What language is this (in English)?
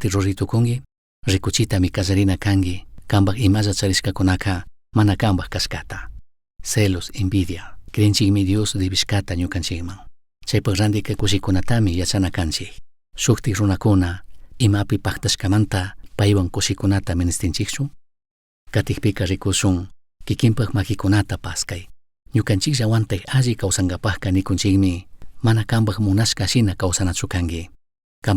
Chimborazo Highland Quichua